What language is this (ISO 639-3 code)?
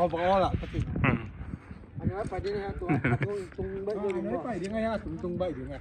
ctd